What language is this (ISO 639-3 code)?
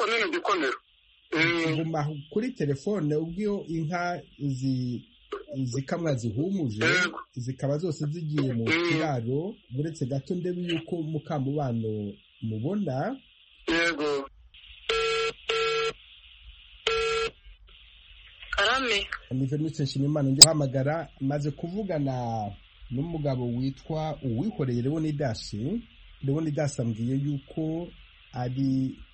kin